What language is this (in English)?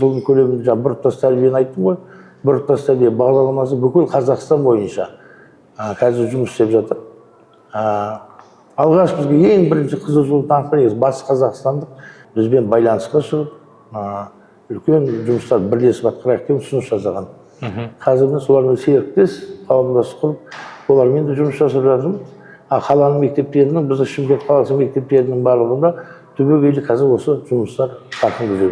Kazakh